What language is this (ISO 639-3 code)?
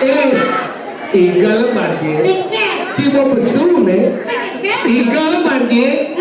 ban